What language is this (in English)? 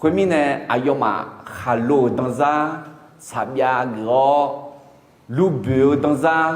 Akha